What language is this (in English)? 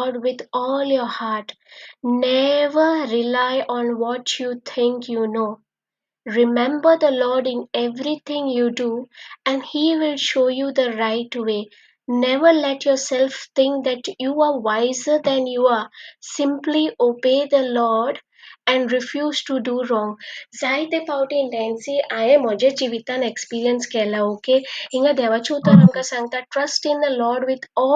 Konkani